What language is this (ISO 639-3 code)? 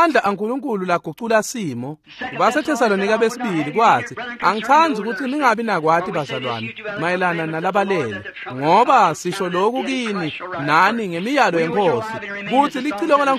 ssw